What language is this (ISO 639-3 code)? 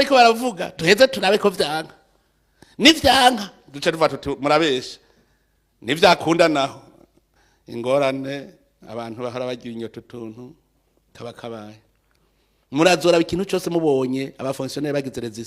run